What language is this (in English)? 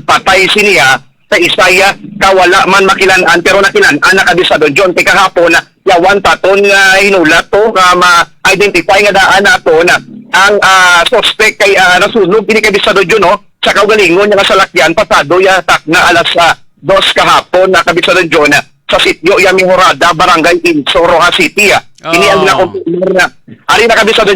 Hiligaynon